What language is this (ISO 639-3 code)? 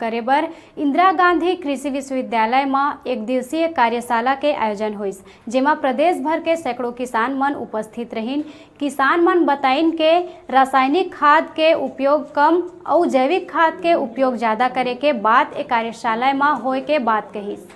hne